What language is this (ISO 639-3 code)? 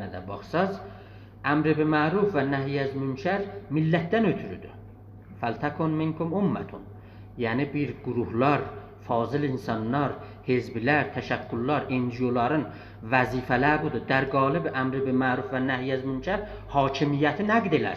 azb